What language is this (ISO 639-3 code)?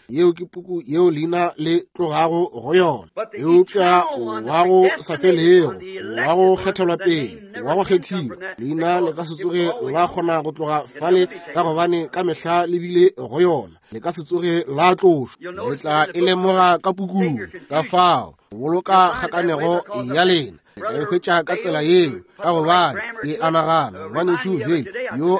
nso